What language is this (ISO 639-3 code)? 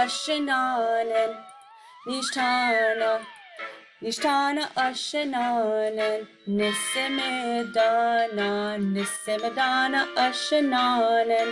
ciw